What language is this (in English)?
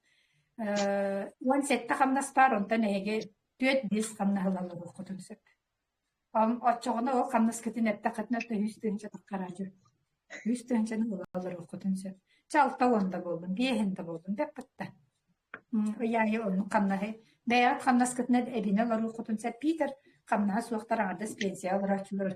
Yakut